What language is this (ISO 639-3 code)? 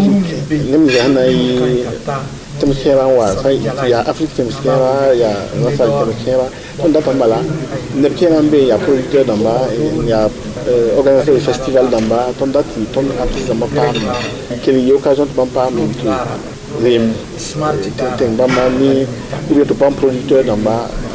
mos